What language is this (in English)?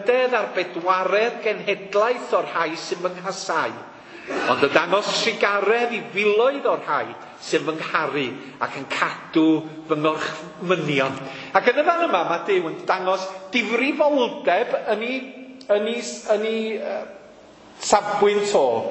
Welsh